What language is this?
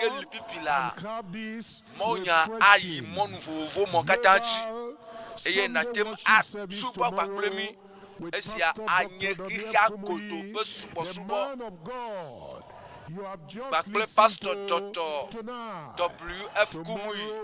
Ewe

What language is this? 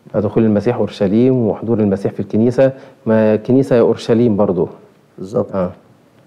Egyptian Arabic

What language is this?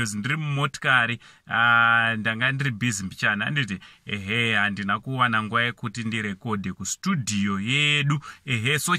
Shona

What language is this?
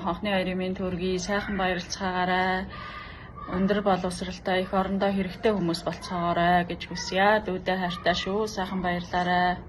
Mongolian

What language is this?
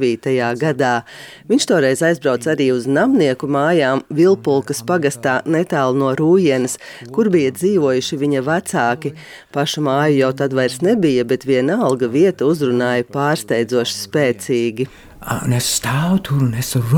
Latvian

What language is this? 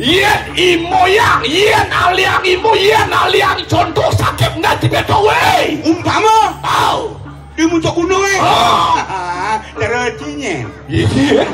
Balinese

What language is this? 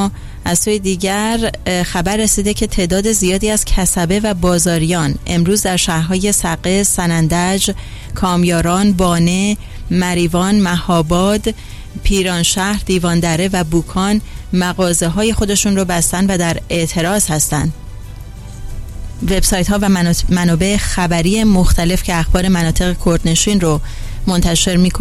Persian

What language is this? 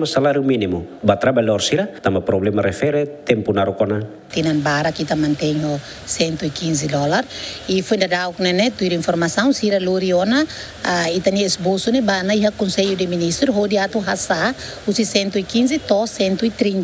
Tetum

